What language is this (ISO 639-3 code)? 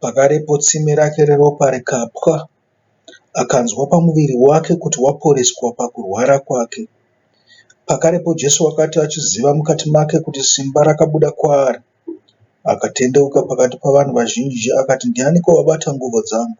sna